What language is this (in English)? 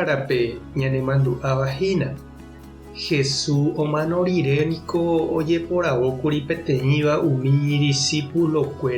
Guarani